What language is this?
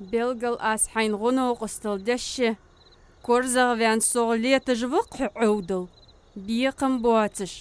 Ingush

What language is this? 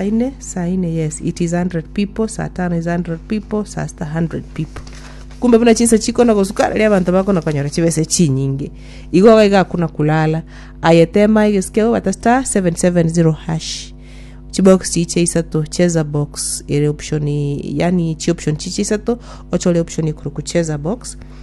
Gusii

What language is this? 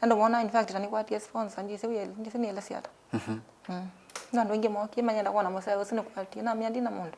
Kamba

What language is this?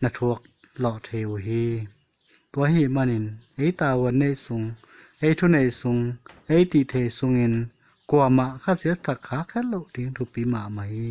Tedim Chin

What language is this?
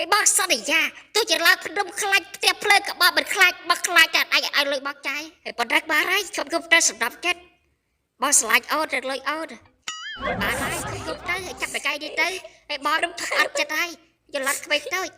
Khmer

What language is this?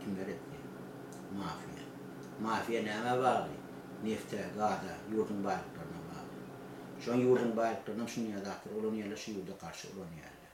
Turkmen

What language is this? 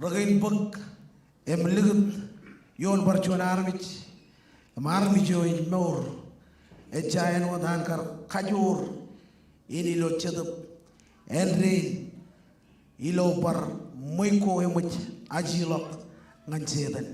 Marshallese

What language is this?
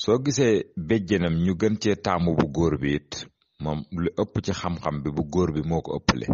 Wolof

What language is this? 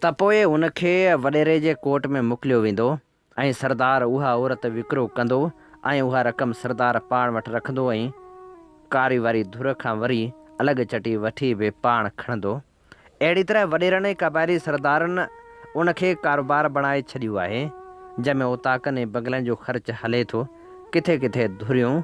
Sindhi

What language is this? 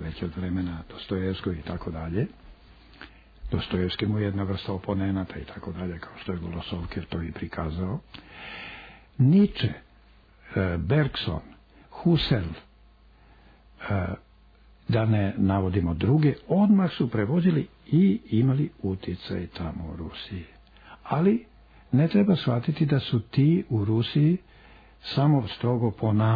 Croatian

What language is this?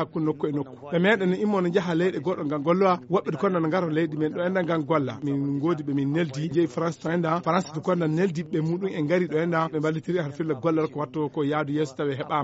Fula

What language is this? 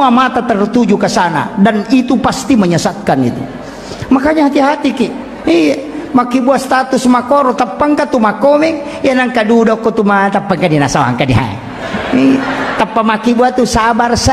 Buginese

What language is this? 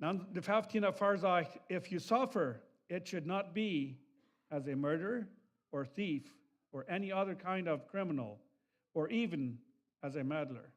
Plautdietsch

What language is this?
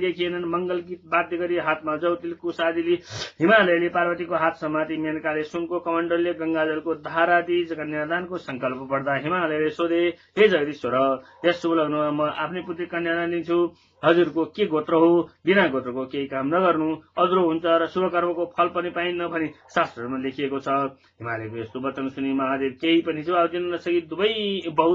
Nepali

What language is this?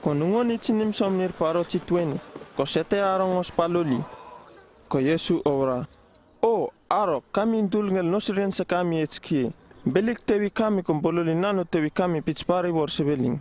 Uripiv-Wala-Rano-Atchin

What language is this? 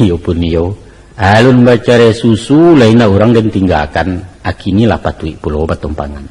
Minangkabau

